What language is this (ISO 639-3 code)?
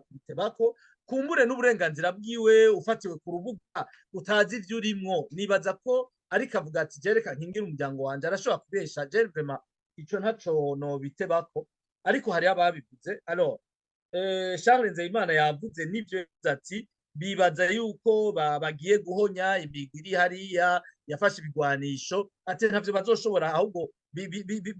run